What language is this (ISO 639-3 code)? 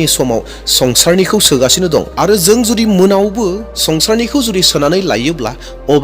brx